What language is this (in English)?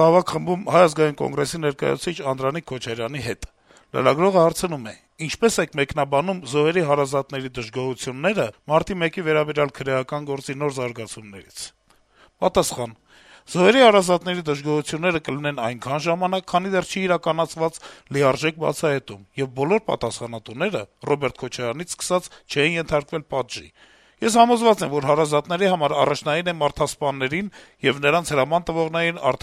Armenian